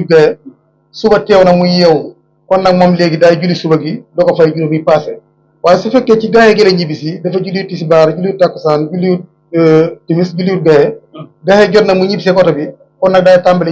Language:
Wolof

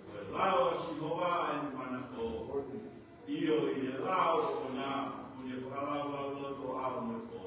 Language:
Tongan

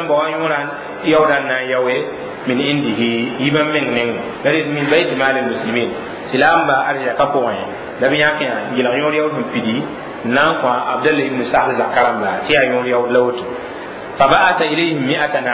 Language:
Mossi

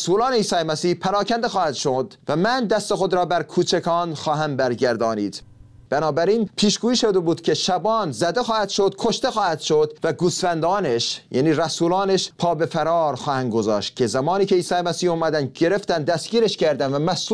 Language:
Persian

